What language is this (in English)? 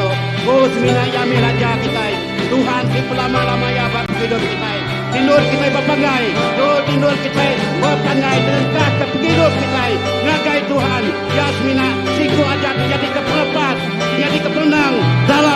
Iban